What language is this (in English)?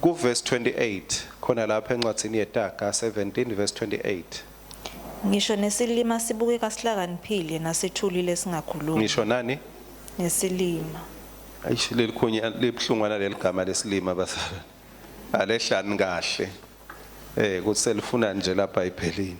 Swati